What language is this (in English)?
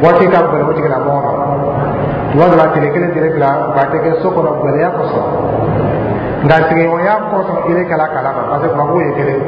Dyula